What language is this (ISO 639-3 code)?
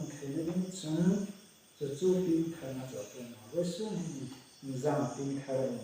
hmr